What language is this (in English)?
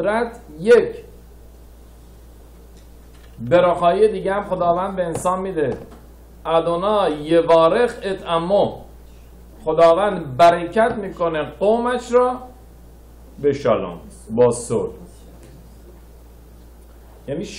Persian